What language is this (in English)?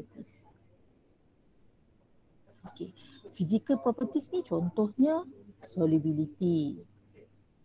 Malay